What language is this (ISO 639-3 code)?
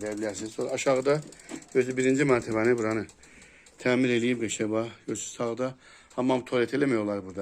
aze